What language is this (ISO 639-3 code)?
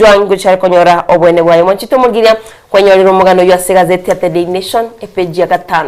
guz